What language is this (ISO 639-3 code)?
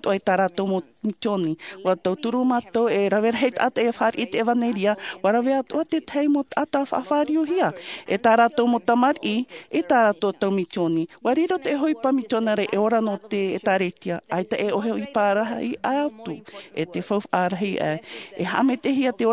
tah